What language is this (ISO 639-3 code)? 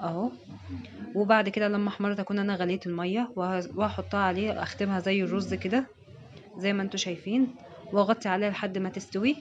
arz